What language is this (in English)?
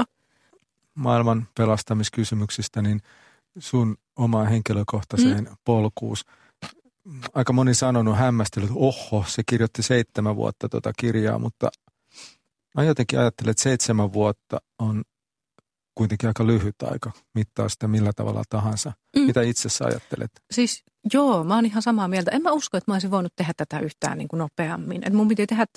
Finnish